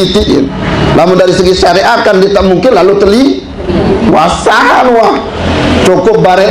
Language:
Sasak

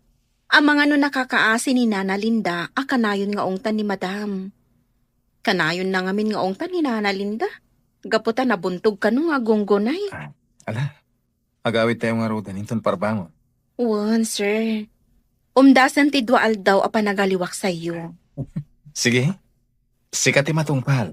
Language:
Iloko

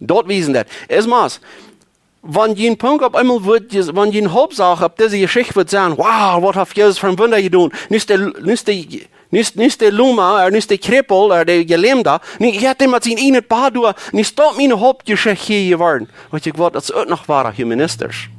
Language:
Plautdietsch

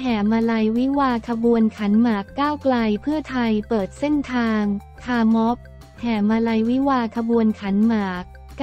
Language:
Thai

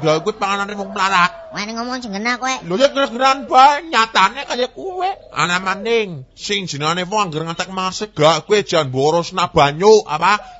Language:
Javanese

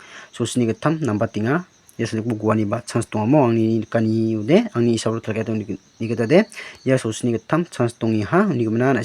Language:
Garo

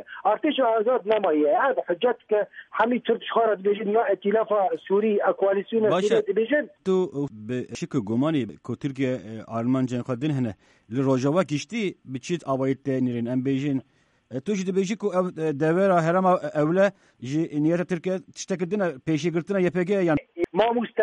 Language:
Kurdish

